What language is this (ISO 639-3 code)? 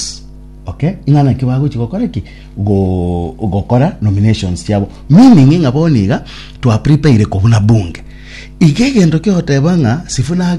guz